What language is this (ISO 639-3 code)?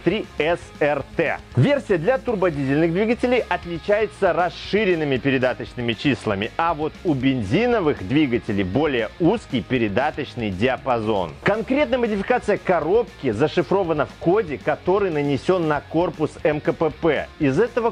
rus